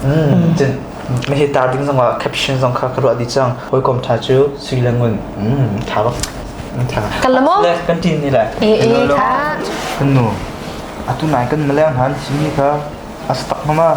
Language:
Hakha Chin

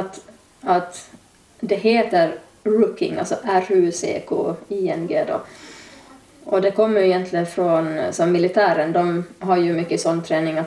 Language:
Swedish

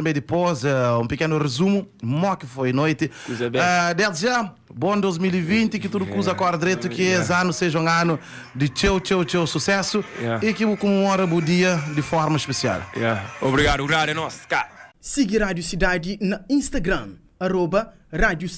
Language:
Kabuverdianu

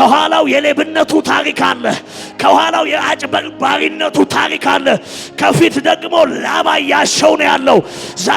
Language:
Amharic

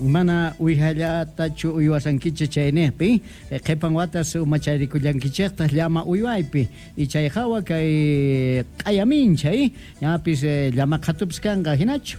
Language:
Quechua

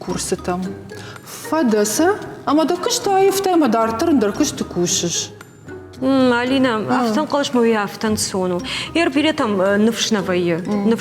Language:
Ossetic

